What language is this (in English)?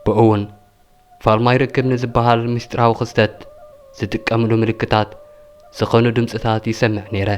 Tigrinya